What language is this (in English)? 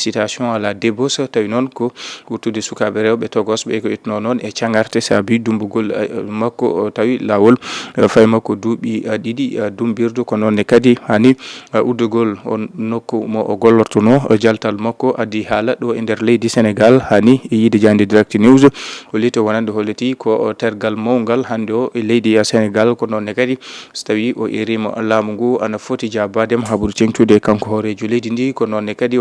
Fula